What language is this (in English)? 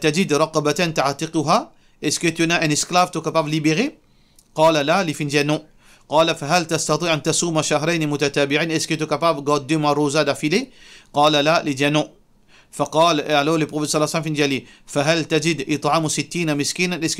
Morisyen